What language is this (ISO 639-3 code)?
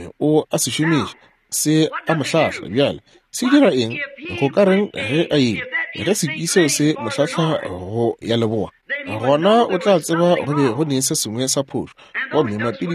nso